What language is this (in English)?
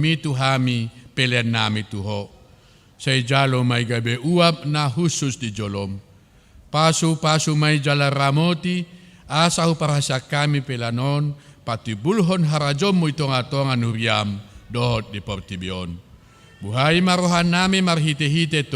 Batak Toba